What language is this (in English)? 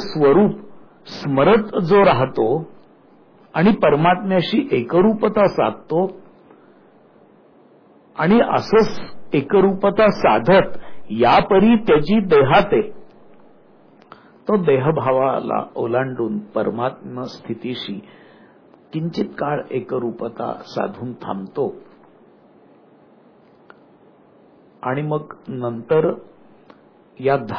Marathi